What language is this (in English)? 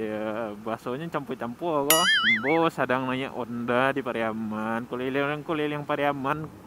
Minangkabau